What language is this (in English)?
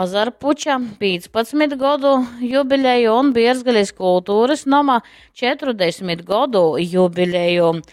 Latgalian